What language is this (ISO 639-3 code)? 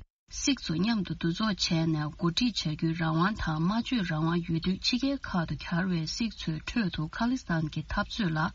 bod